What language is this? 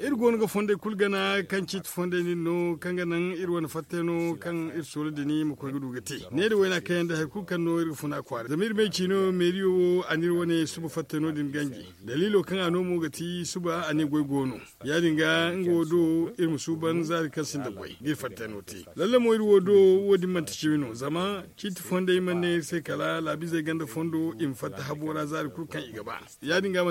Zarma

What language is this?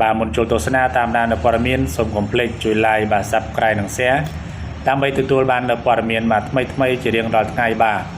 Khmer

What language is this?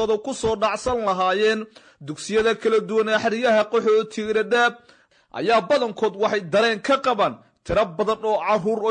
Somali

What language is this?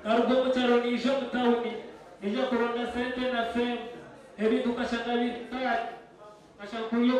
Nyankole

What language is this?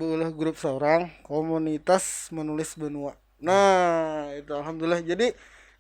Banjar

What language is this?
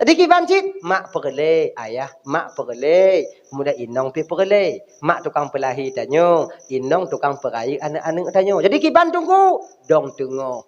Achinese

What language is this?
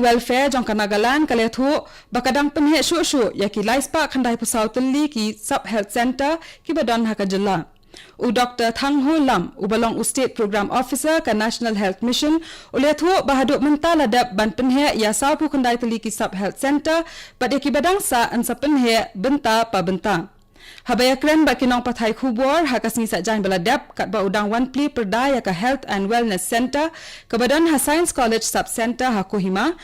Khasi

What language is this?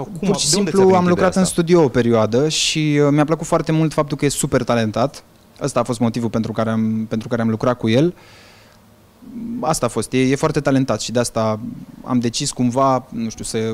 Romanian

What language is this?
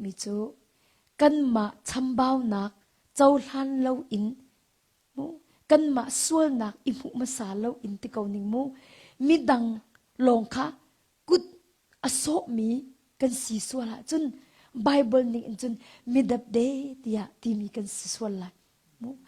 Hakha Chin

